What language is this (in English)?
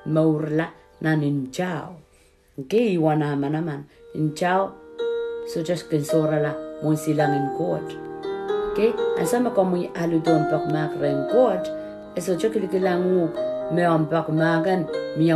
Pohnpeian